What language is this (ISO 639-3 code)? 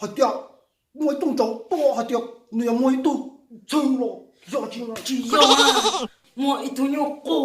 hmn